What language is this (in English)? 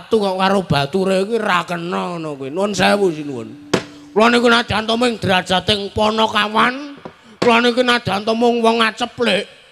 Javanese